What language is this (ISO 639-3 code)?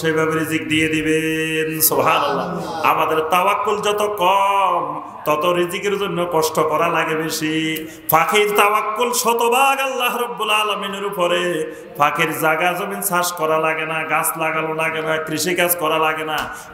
ben